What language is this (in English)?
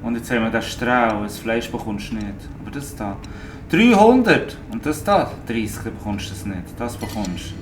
Swiss German